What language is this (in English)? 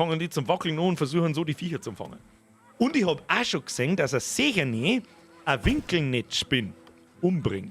Bavarian